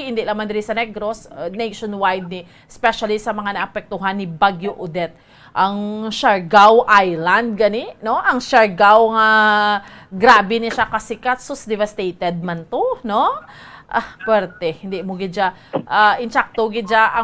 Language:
Hiligaynon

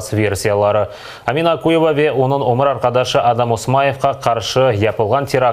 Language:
Crimean Tatar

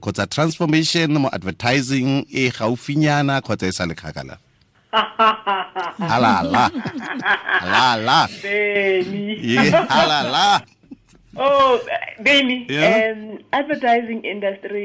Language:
Tswana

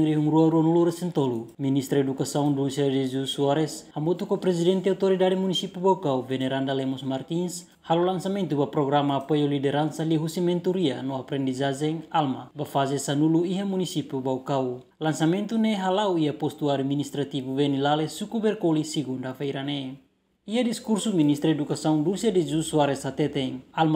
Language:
Tetum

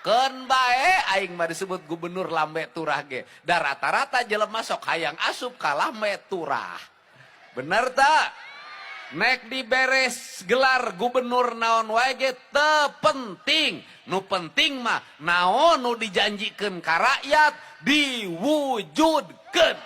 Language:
Sundanese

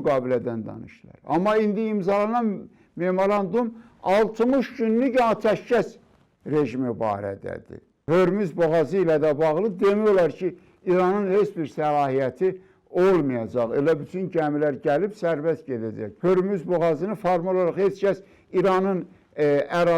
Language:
Azerbaijani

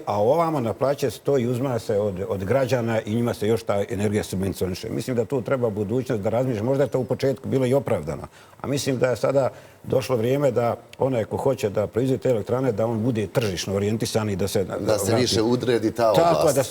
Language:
Bosnian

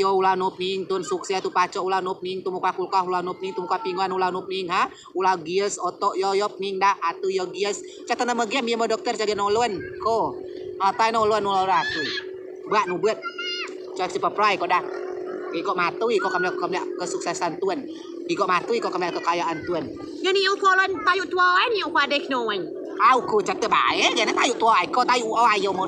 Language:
Rejang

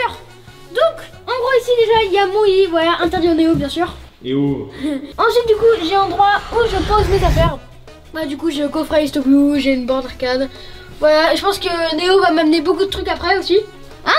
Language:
French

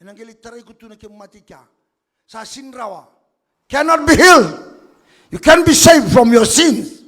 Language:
Fijian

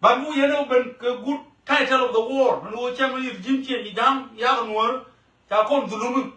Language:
Nuer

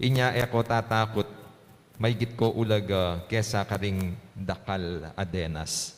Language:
Pampanga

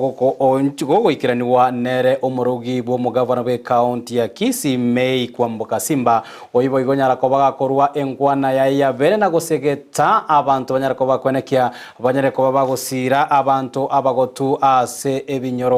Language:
Gusii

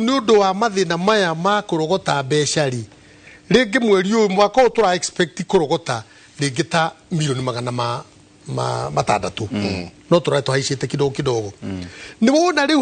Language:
Kikuyu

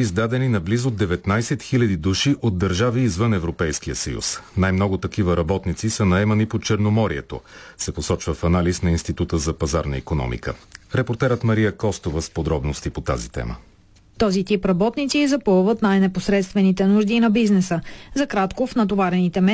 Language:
Bulgarian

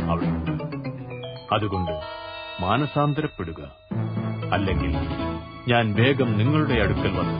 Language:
Malayalam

